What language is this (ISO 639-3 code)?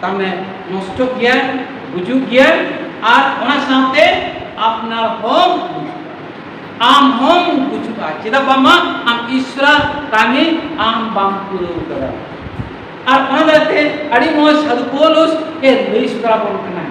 sat